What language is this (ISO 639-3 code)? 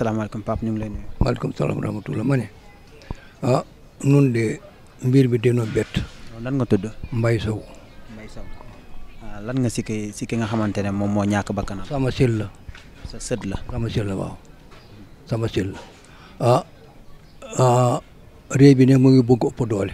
wol